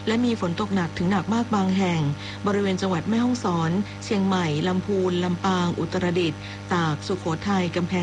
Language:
Thai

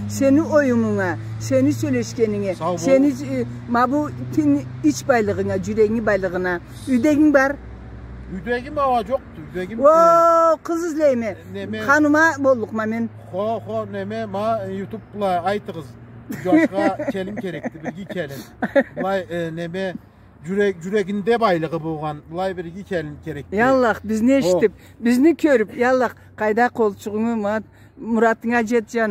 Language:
Karachay-Balkar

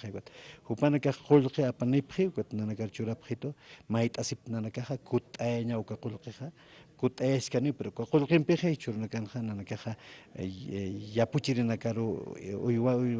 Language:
Aymara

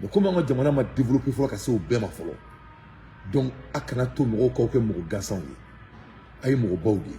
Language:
Bambara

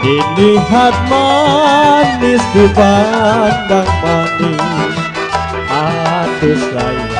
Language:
Betawi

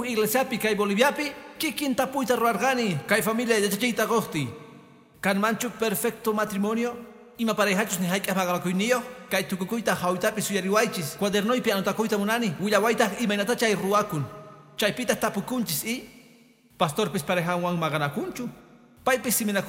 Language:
Quechua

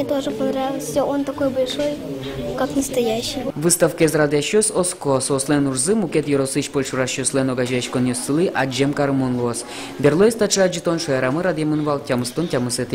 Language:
Udmurt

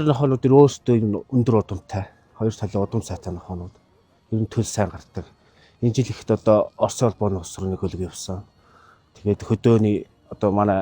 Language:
Mongolian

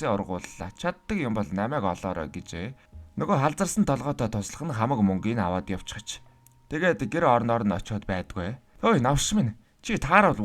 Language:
Mongolian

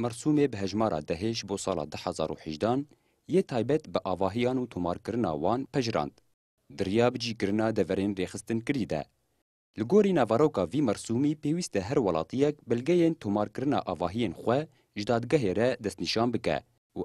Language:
Kurdish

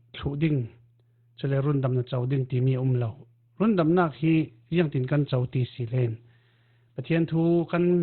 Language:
Falam Chin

